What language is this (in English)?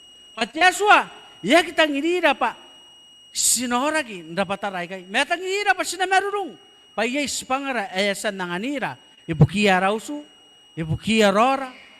Gilbertese